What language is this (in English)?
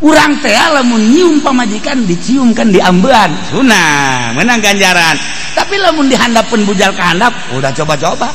Sundanese